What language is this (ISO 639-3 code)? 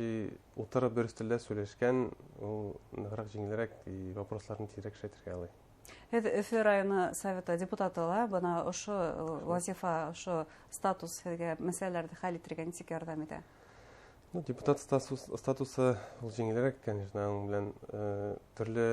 bak